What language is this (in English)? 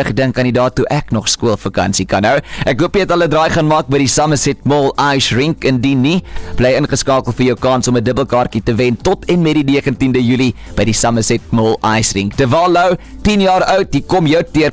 Afrikaans